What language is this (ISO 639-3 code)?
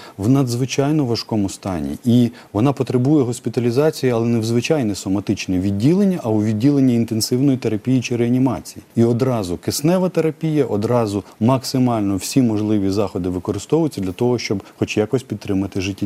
ukr